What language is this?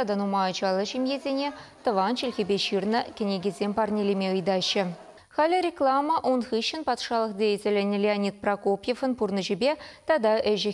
Chuvash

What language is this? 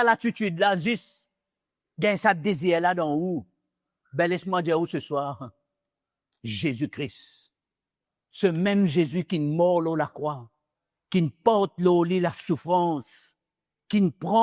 Morisyen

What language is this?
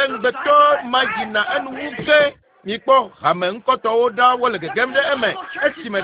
Ewe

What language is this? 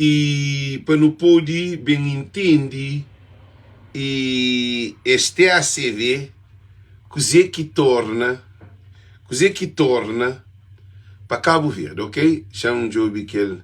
Kabuverdianu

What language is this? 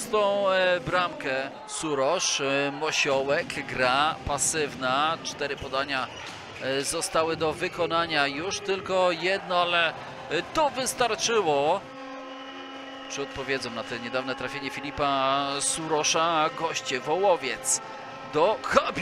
Polish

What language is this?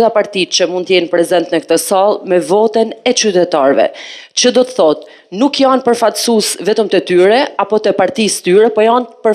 Albanian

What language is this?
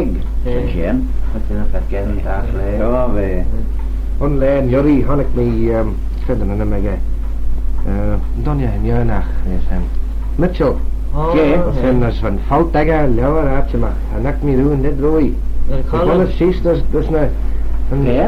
Manx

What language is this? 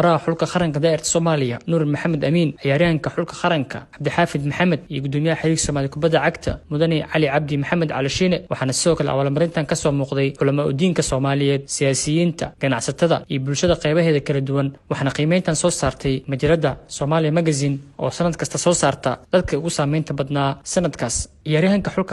Somali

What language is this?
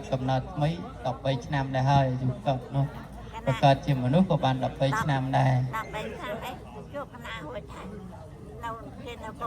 Khmer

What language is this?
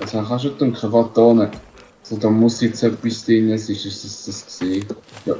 Swiss German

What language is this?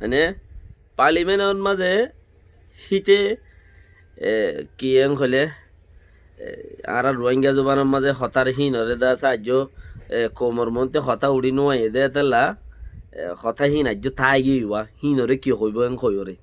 Rohingya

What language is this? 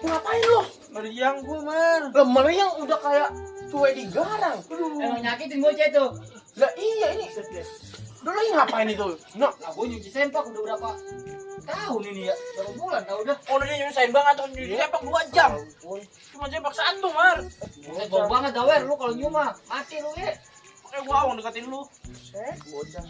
Betawi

